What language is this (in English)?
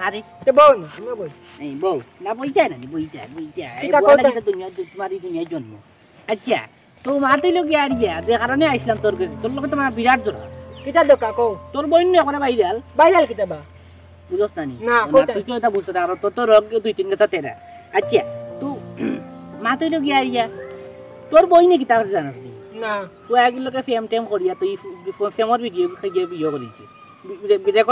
Sylheti